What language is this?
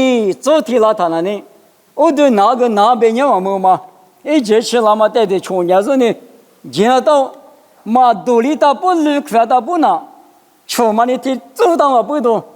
Lisu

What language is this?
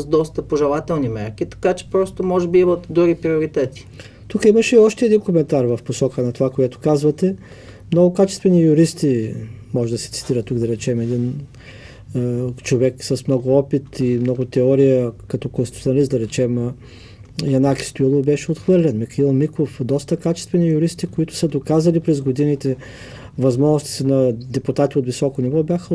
Bulgarian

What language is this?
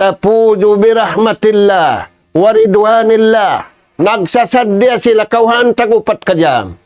Tausug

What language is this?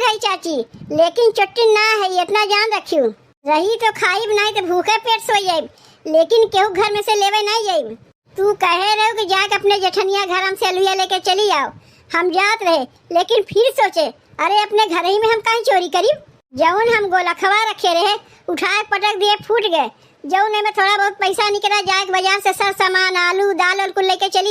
Awadhi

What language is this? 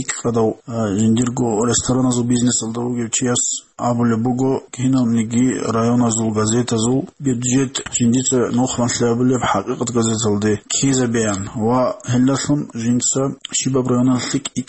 Avaric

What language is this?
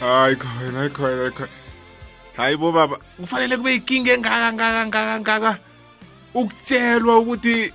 South Ndebele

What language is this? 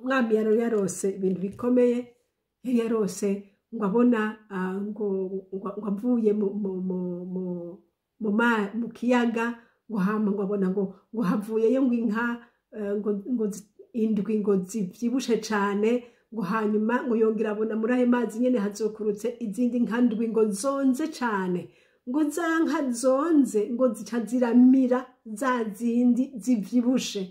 Rundi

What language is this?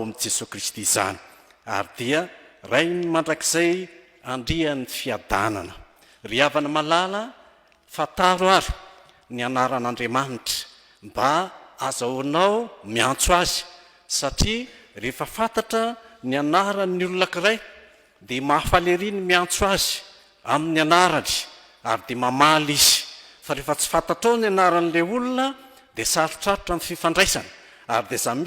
Malagasy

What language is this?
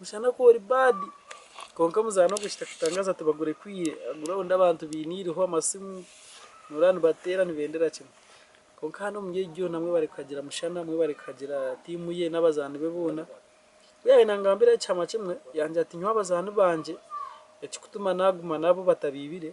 Nyankole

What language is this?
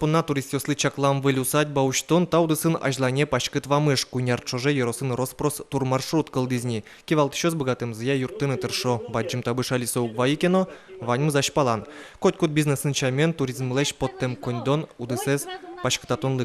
Udmurt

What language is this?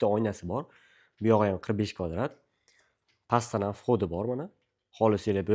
Uzbek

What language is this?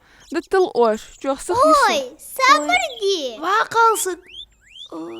Ingush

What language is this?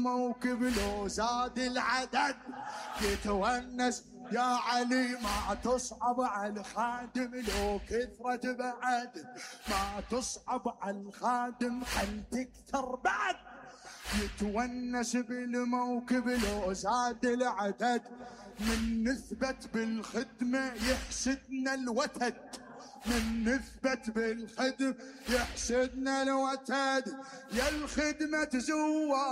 Mesopotamian Arabic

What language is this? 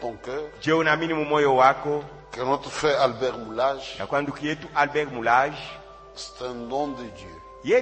Swahili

